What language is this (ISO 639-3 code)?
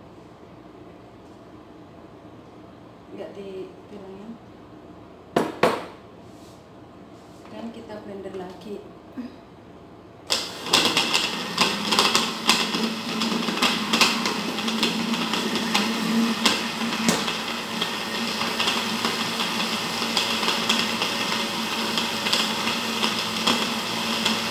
ind